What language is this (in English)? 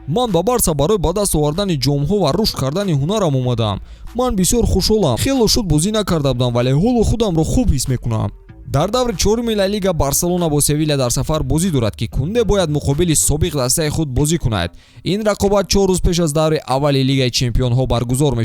Tajik